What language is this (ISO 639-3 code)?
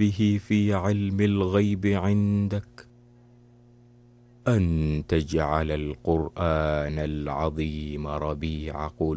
ara